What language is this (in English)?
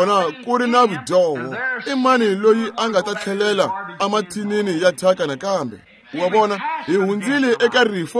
Tsonga